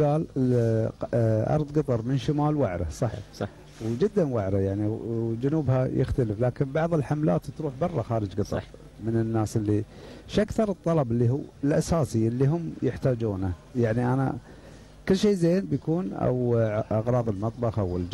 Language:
Gulf Arabic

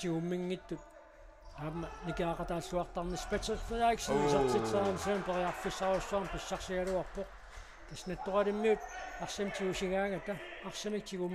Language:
Kalaallisut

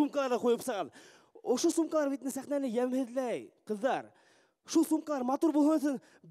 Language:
Bashkir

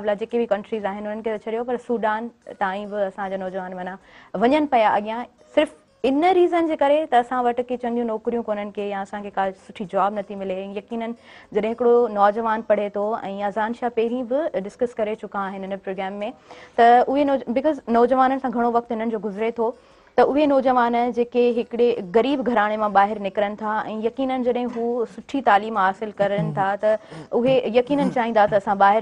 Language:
Sindhi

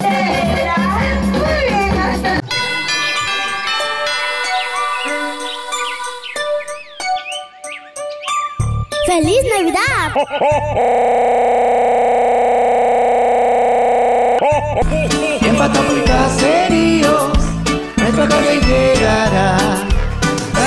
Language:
Spanish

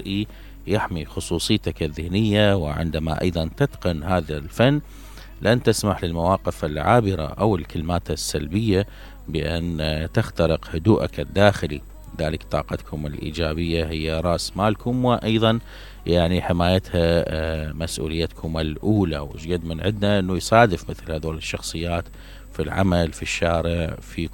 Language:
Mesopotamian Arabic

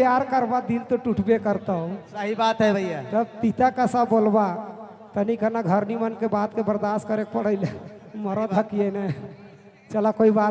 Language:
Sadri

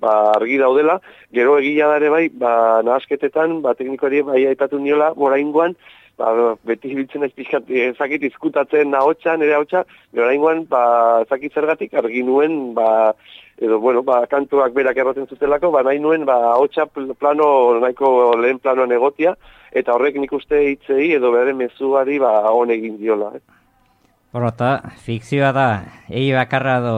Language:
Basque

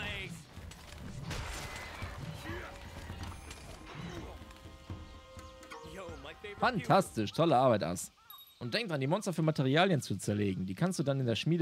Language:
German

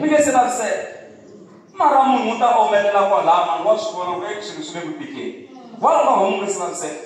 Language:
Tsonga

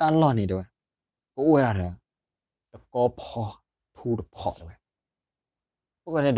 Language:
S'gaw Karen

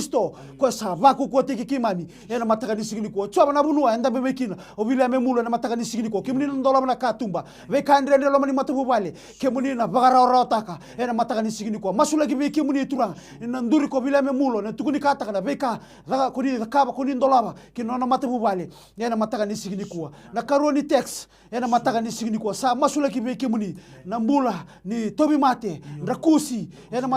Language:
Fijian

